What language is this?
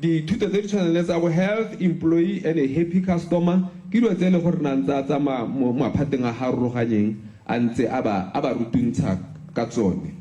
Tswana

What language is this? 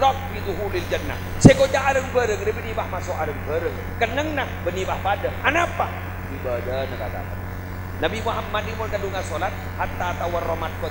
Madurese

